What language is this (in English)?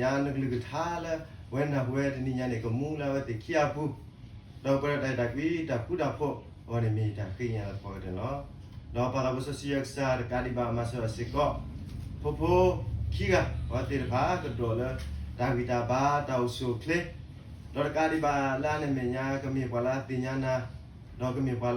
S'gaw Karen